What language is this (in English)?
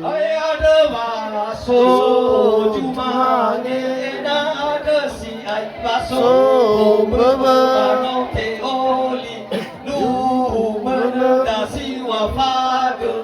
Nias